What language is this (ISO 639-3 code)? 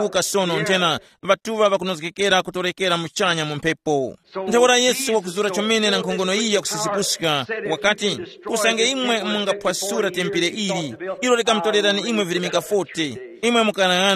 tum